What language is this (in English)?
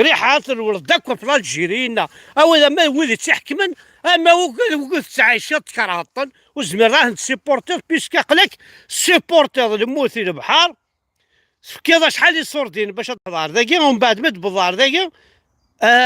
Kabyle